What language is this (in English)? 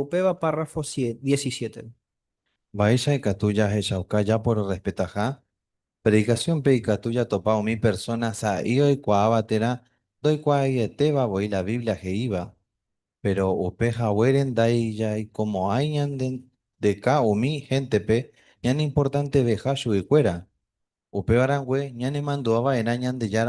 Guarani